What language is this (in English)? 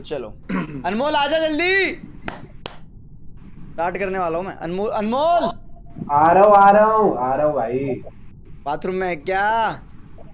Hindi